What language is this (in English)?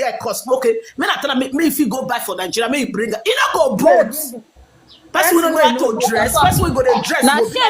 Nigerian Pidgin